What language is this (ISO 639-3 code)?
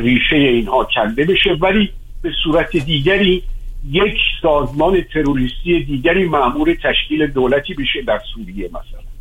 fas